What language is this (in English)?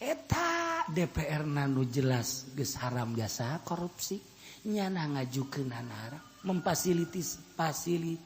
Sundanese